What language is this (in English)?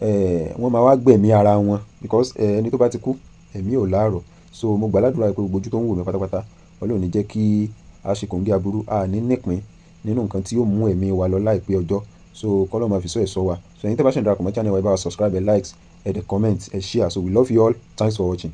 Yoruba